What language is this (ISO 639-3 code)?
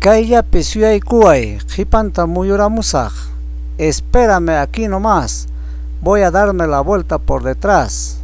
quy